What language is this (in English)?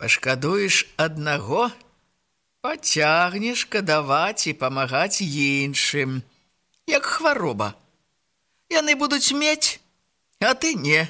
Belarusian